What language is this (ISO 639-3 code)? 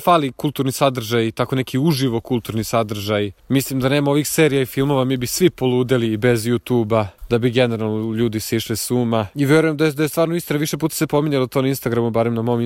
srp